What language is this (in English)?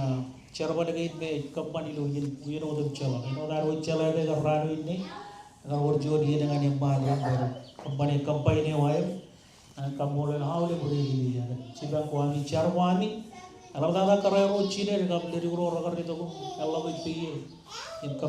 Marshallese